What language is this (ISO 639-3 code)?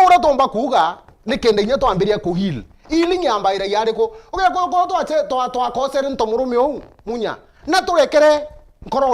mer